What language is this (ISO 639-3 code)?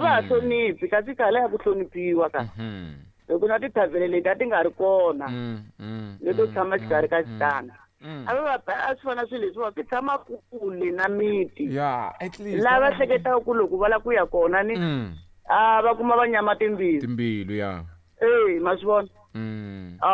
tso